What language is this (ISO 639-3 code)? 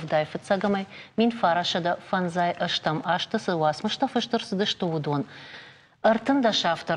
oss